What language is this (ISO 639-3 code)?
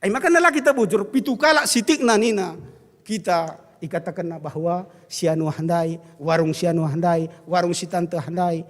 btx